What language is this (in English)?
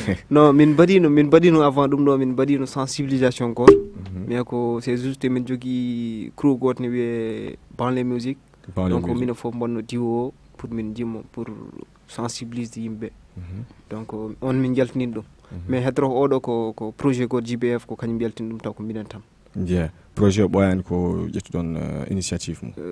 Fula